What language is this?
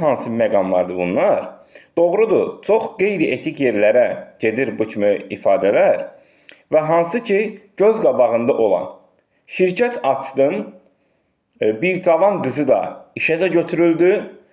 Azerbaijani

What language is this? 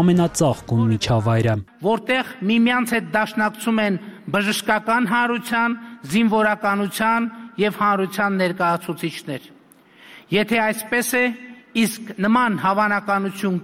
Armenian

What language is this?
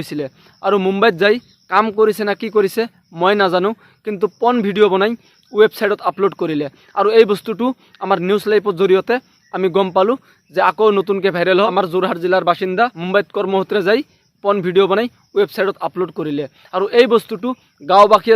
Assamese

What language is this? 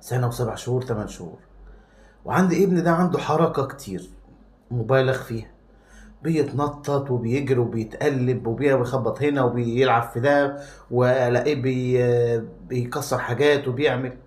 Egyptian Arabic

